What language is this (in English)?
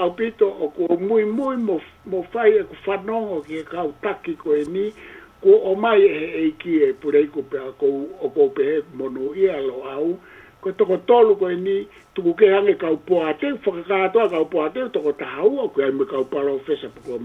Tongan